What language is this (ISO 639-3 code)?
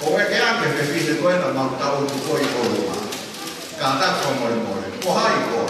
ton